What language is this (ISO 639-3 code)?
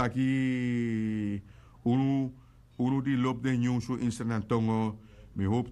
srn